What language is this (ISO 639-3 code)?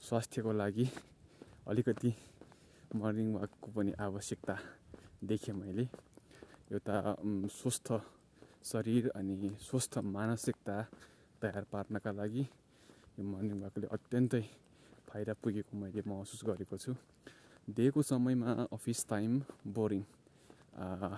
nep